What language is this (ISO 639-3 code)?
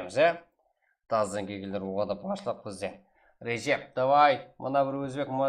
kaa